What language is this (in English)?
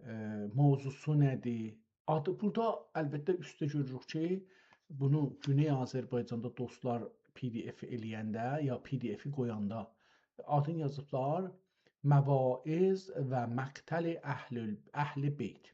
South Azerbaijani